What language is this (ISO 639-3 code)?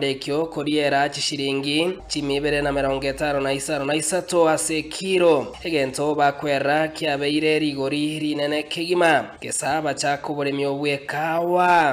guz